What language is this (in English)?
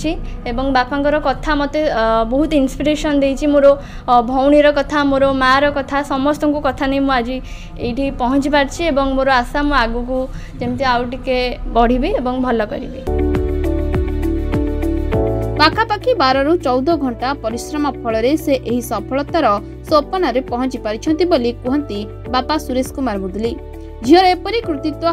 Odia